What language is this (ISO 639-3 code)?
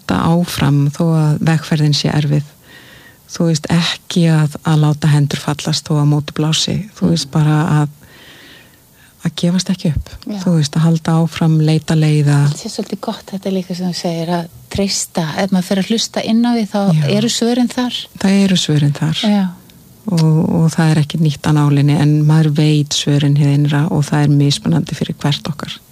isl